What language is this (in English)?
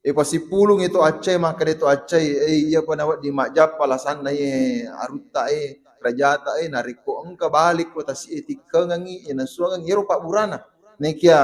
Buginese